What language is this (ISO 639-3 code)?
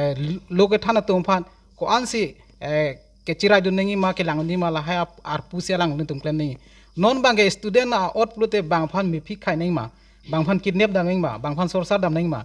mjw